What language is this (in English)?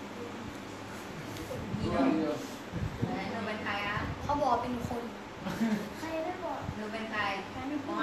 Thai